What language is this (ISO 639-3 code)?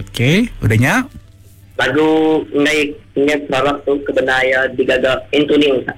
iba